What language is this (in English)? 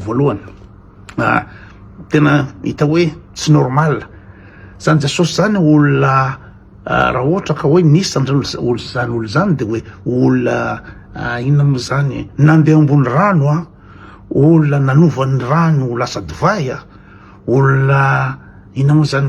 Malagasy